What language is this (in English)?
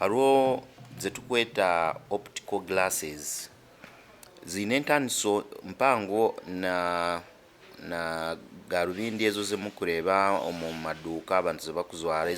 Nyankole